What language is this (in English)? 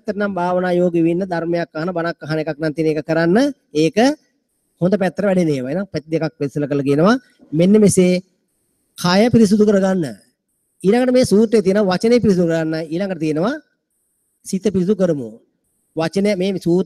Sinhala